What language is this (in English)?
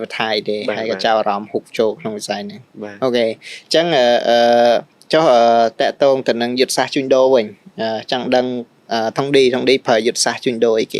Khmer